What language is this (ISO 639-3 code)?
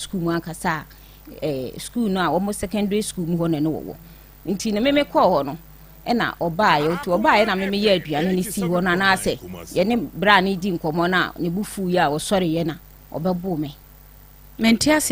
aka